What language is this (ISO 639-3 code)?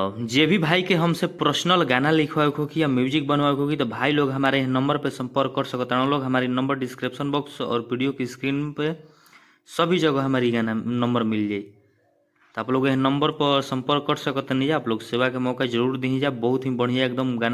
bho